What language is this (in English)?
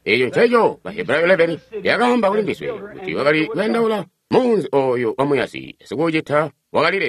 Tonga (Zambia)